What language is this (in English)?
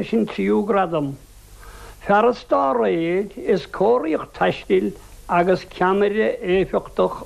Irish